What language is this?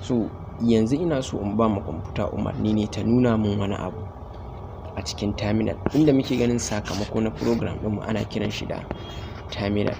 Hausa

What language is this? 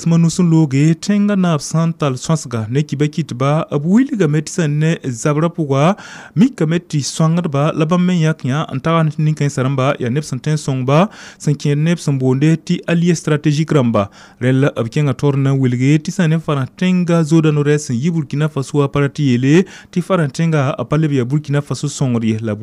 Mossi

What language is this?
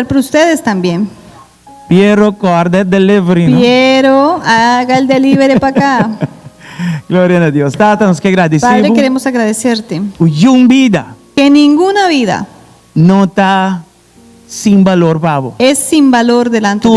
Papiamento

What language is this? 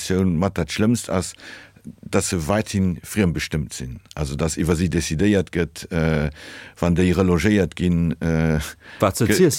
Luxembourgish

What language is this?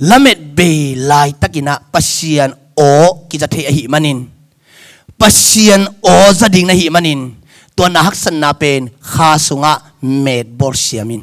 Tedim Chin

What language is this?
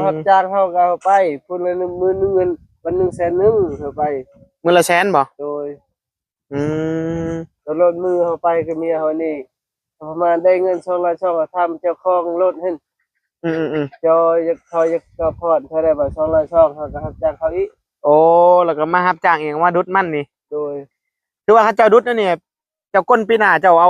Northeastern Thai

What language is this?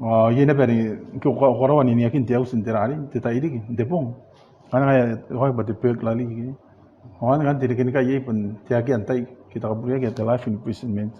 Gilbertese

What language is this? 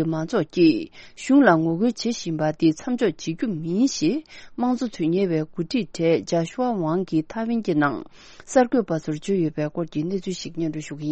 Tibetan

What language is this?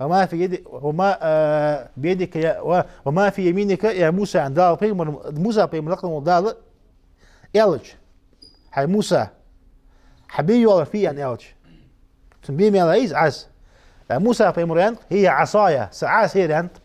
Ingush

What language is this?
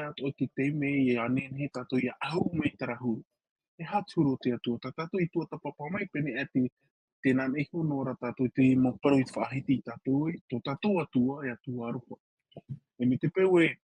Tahitian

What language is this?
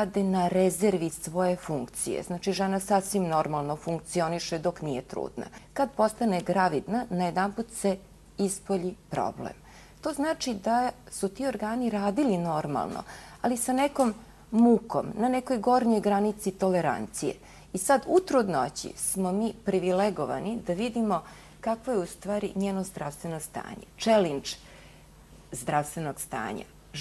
Serbian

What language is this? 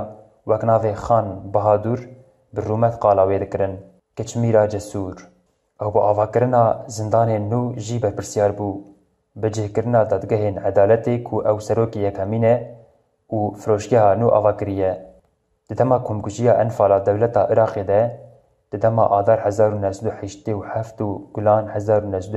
Kurdish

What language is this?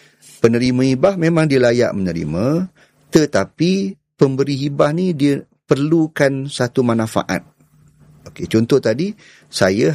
Malay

